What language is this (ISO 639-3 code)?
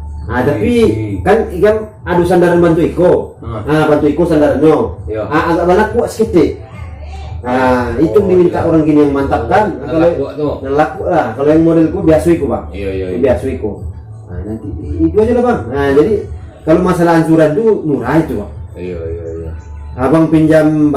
min